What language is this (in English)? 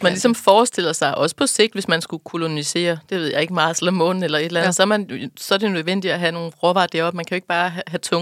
Danish